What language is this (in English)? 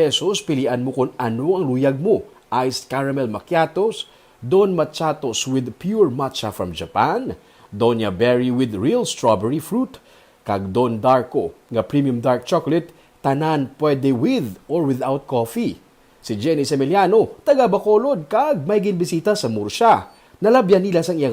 Hiligaynon